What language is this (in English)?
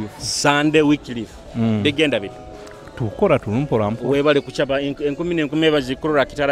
Nyoro